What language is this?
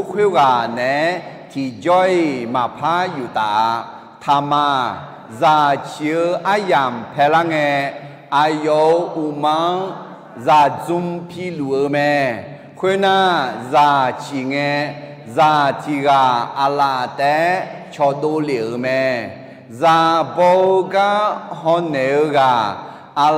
Akha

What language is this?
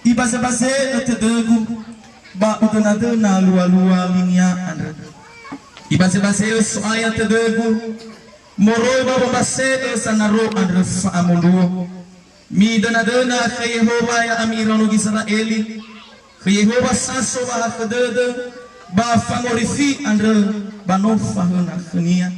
Nias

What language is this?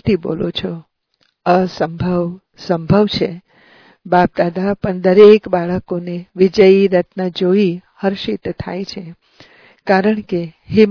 Gujarati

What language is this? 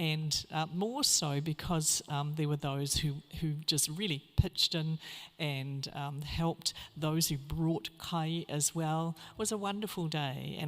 Māori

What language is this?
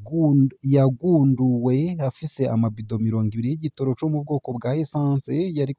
Rundi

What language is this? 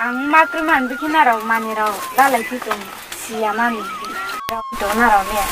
Riang (India)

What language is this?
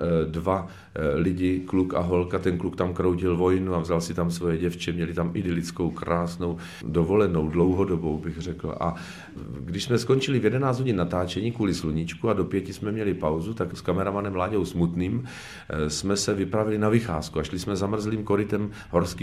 Czech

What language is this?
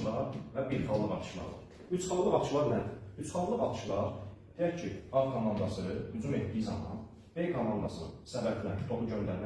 Azerbaijani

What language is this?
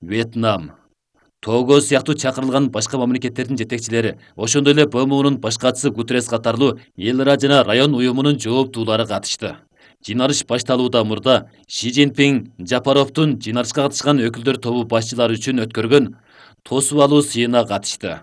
Kyrgyz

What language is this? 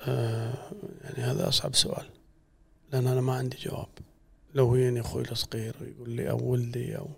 Gulf Arabic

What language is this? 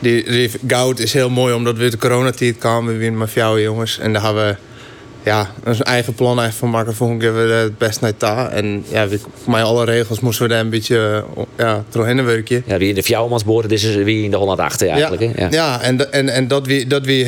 Western Frisian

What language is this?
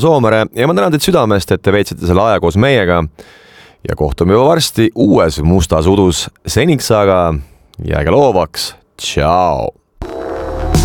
Estonian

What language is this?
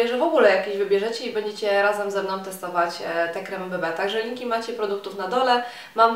Polish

